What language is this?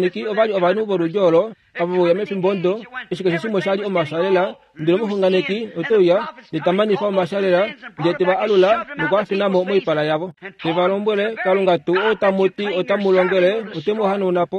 Kuanyama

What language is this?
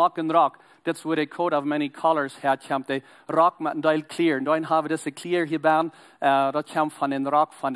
Plautdietsch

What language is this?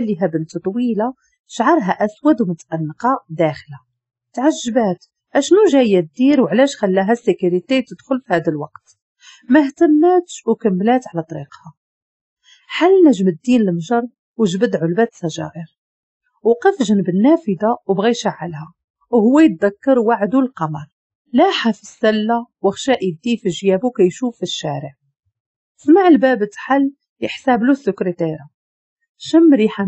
Moroccan Arabic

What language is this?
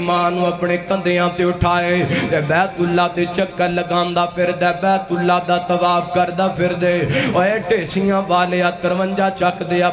Western Panjabi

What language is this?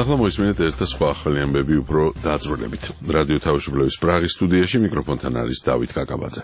Georgian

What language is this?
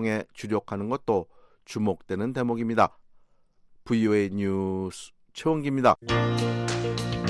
Korean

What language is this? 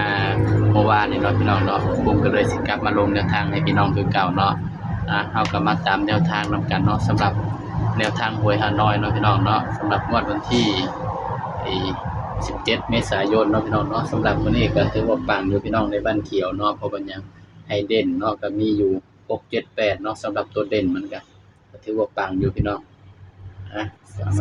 Northeastern Thai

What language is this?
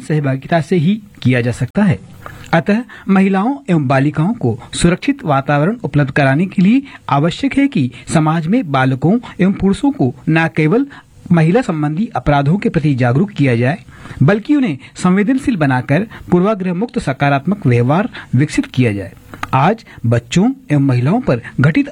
Hindi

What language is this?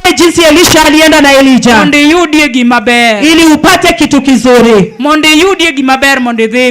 Luo (Kenya and Tanzania)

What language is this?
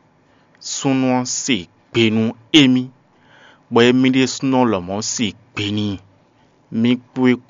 Fon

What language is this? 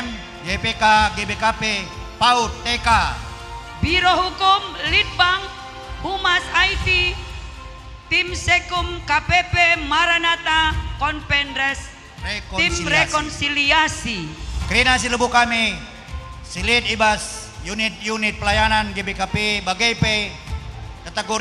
Batak Karo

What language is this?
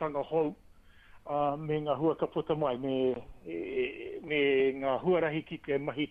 Māori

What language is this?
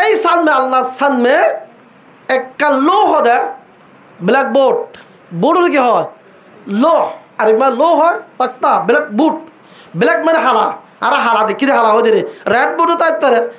Rohingya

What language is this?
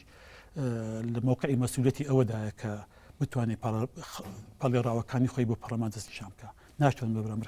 Central Kurdish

